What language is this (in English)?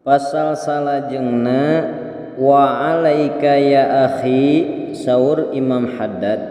Sundanese